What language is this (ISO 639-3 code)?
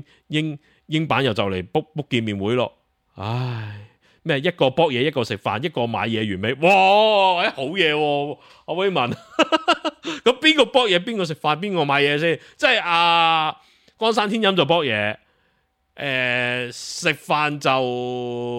yue